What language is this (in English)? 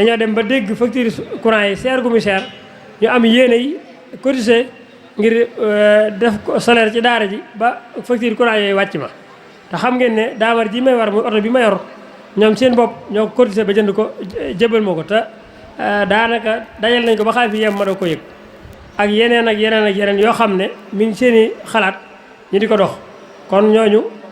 Wolof